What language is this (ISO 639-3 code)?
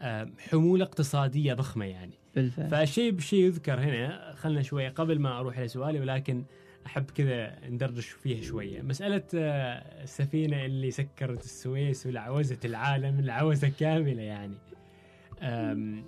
afb